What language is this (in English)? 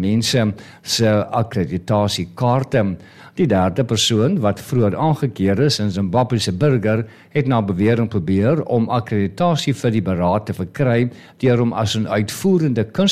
Afrikaans